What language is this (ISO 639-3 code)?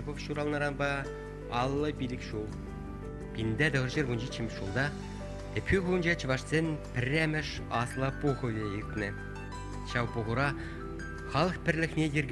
chv